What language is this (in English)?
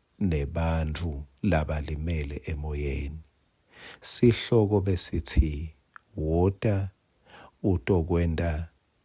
Swati